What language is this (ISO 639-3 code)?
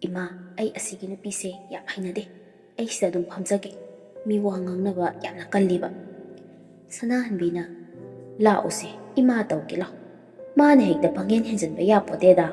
mni